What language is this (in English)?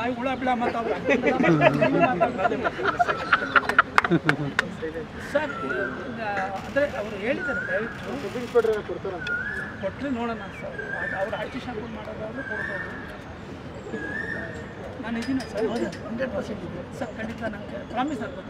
Kannada